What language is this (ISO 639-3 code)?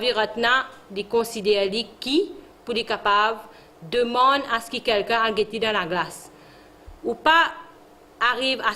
mfe